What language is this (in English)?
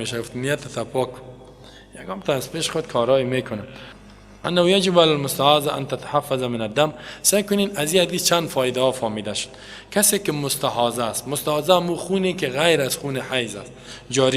Persian